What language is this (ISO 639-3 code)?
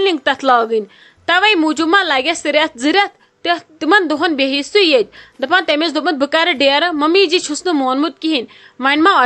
kas